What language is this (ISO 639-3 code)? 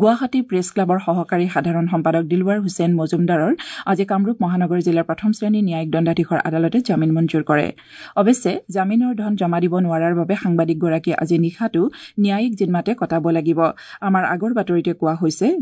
asm